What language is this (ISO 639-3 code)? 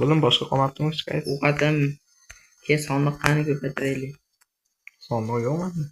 uzb